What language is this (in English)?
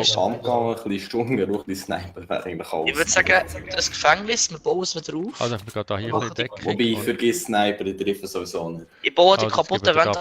Swiss German